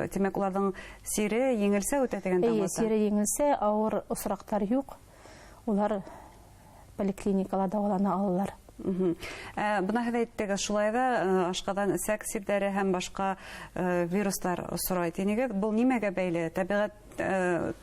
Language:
Bashkir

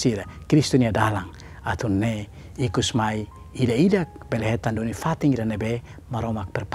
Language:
Tetum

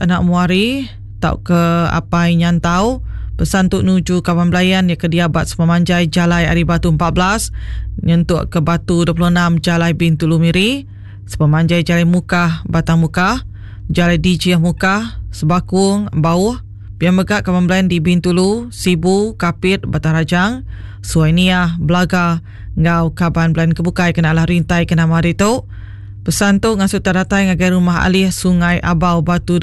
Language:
Iban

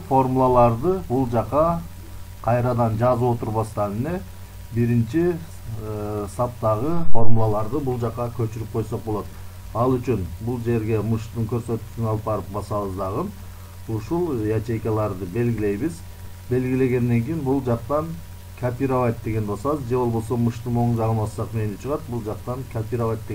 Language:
Kyrgyz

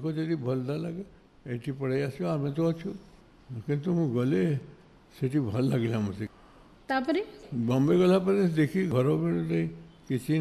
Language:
Odia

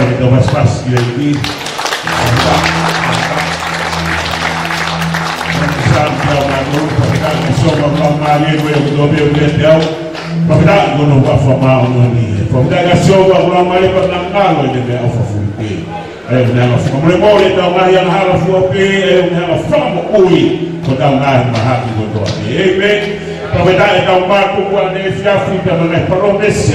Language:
Tongan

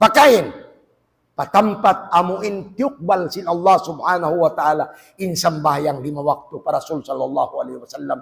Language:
Tausug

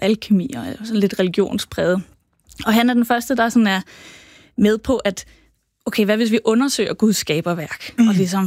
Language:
Danish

